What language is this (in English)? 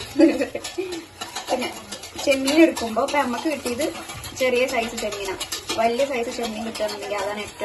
Malayalam